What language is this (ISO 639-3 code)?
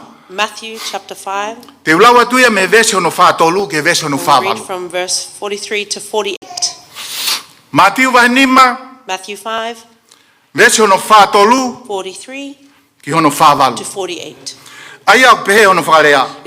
ton